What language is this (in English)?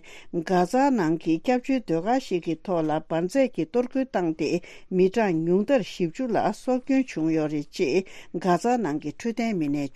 Tibetan